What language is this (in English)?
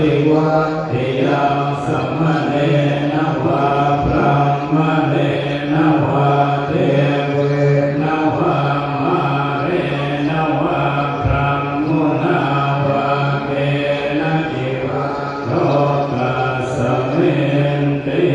Pali